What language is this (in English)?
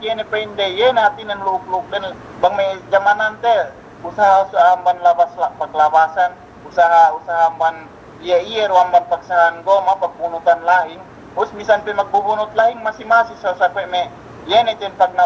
Yakan